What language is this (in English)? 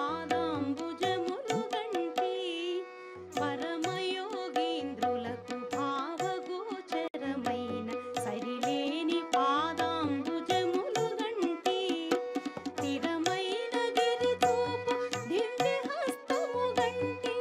Telugu